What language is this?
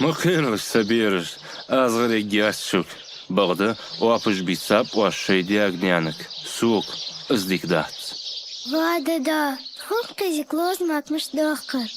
Ingush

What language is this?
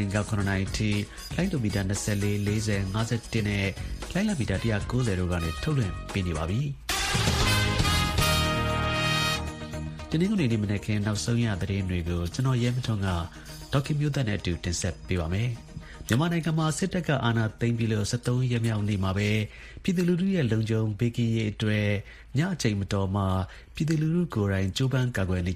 Burmese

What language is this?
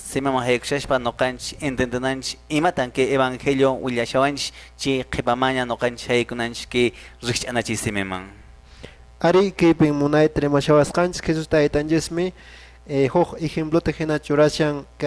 Quechua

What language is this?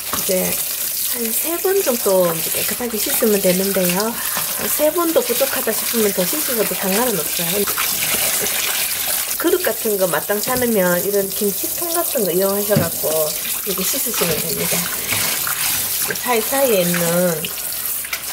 Korean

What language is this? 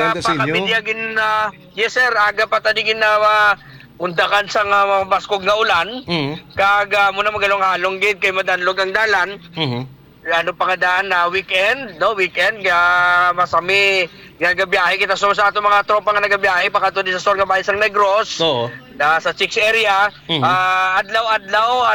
Hiligaynon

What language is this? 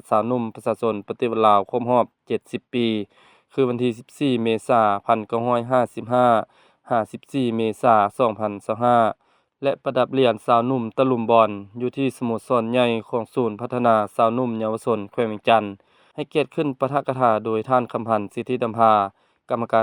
Lao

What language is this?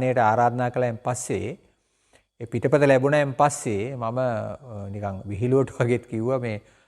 Sinhala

